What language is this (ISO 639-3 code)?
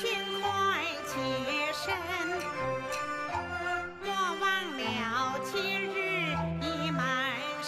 zho